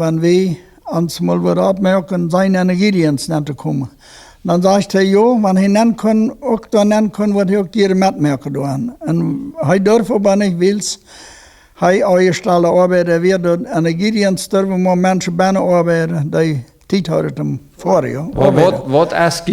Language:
Plautdietsch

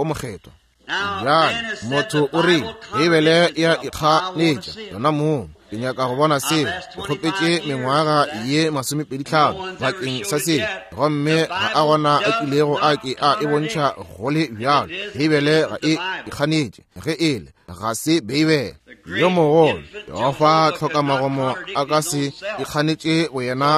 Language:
Northern Sotho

